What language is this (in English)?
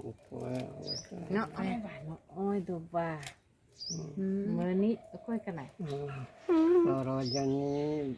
Santali